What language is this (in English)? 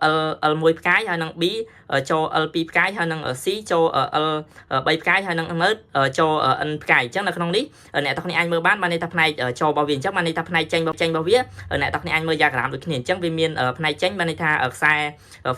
Khmer